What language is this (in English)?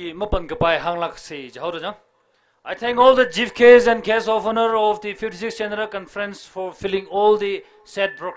Tangkhul Naga (India)